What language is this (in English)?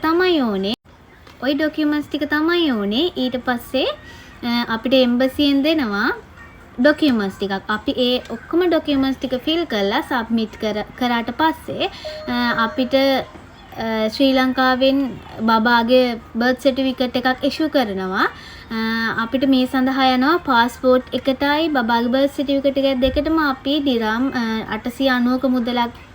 Sinhala